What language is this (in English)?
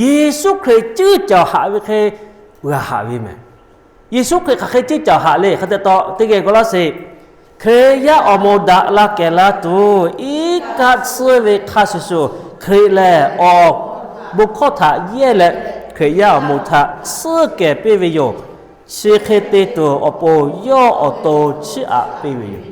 Lahu